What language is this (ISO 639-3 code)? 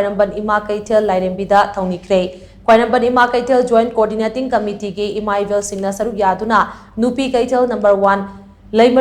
mni